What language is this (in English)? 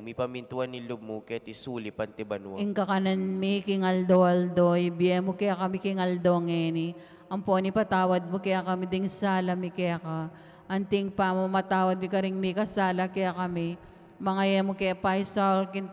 Pampanga